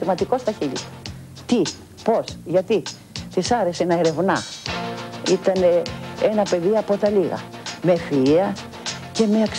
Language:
Greek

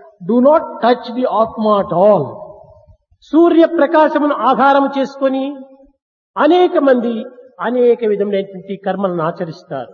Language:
Telugu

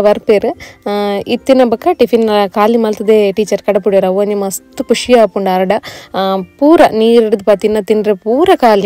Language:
Tulu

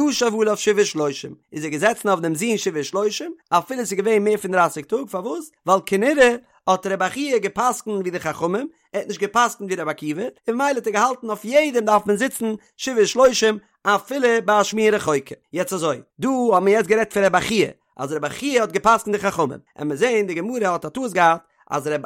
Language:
Yiddish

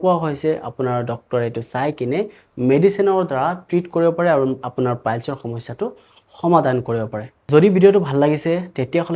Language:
Assamese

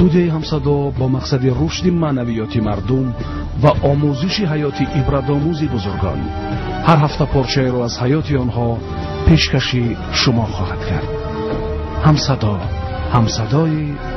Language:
Tajik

